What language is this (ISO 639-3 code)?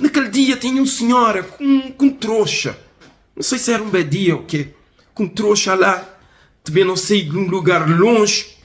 kea